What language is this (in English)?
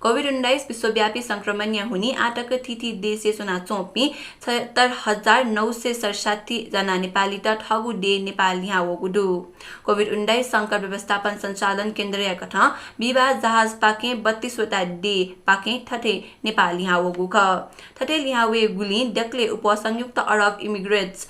Newari